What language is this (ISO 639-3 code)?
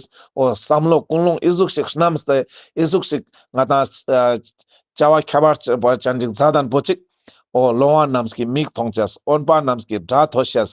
lbj